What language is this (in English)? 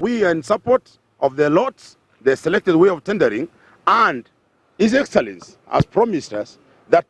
Gusii